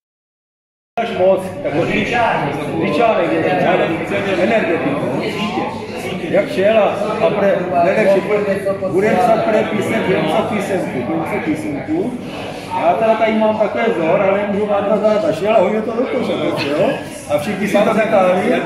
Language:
Czech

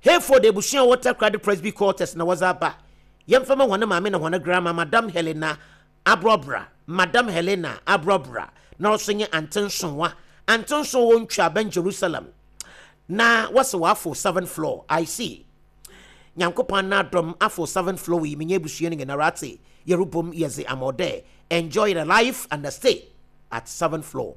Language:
Akan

